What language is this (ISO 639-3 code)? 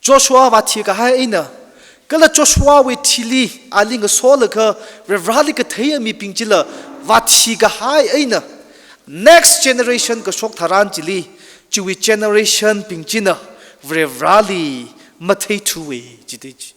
nmf